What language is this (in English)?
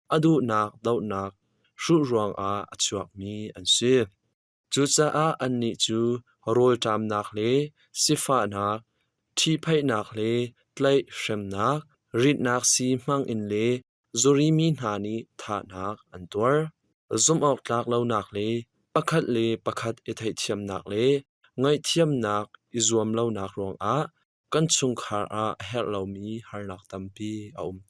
Hakha Chin